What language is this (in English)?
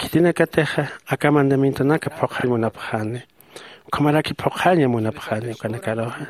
Aymara